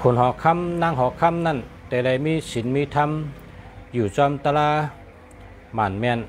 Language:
Shan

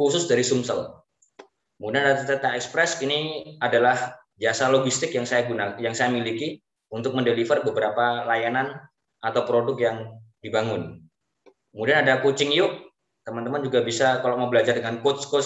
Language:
Indonesian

